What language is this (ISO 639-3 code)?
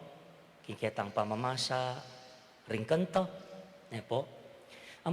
pam